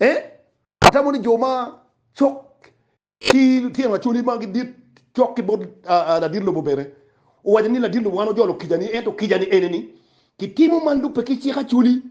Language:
Acoli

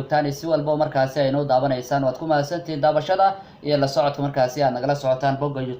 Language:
Somali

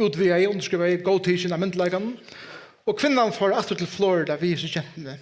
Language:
Faroese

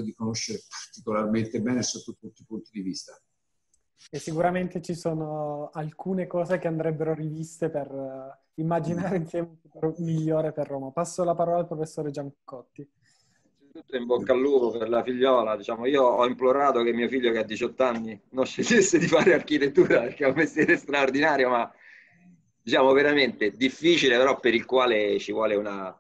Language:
Italian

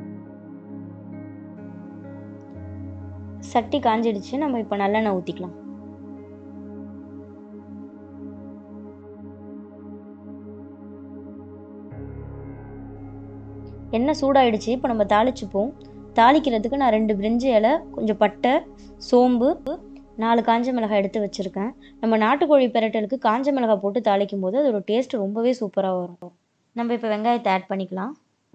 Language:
Tamil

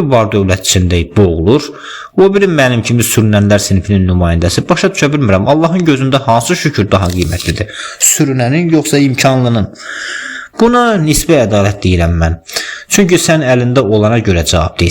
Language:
Azerbaijani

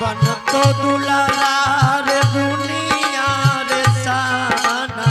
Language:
Angika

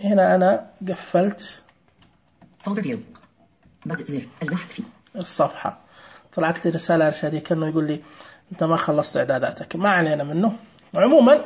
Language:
Najdi Arabic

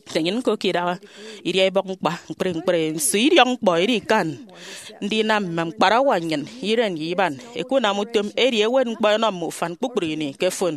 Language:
Efik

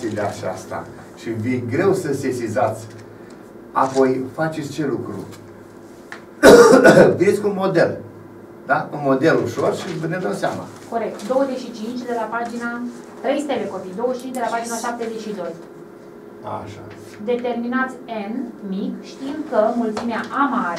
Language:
Romanian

